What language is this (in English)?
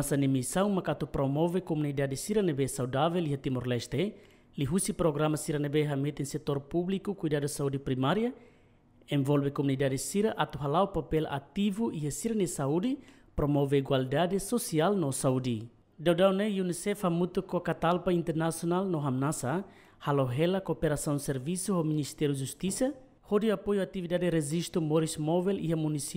Tetum